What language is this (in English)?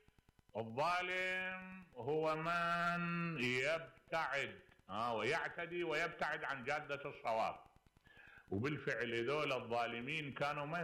Mesopotamian Arabic